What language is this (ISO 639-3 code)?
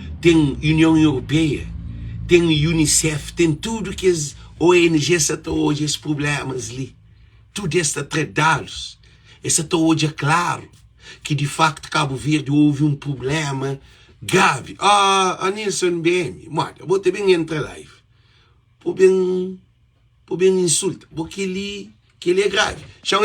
kea